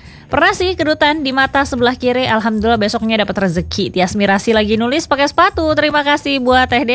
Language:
Indonesian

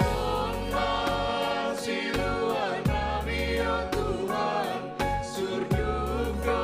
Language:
Batak Simalungun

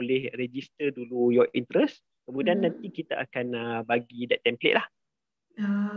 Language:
Malay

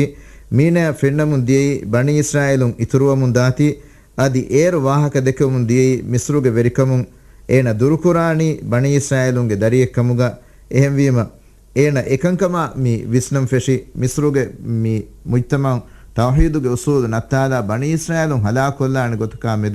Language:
Divehi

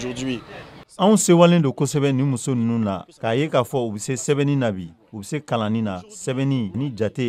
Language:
Bambara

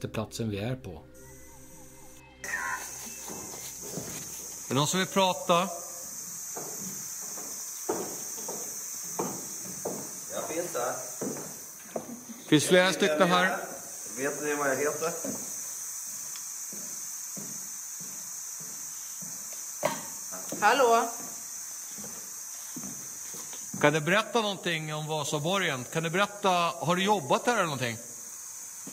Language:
Swedish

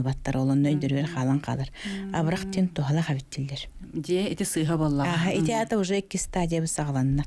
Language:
Yakut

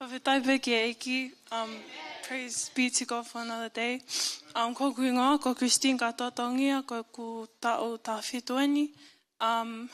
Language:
Tongan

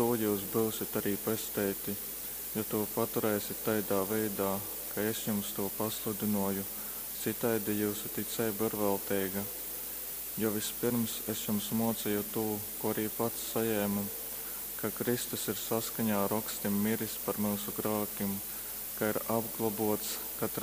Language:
Latgalian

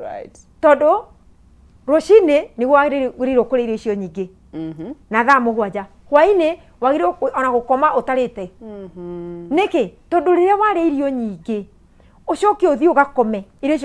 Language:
Kikuyu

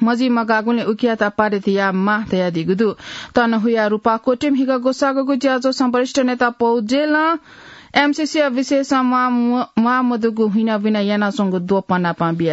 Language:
Newari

